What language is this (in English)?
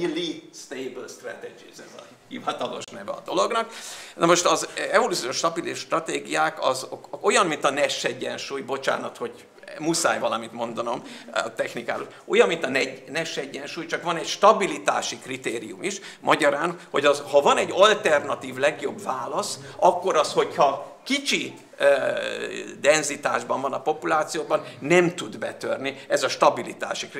Hungarian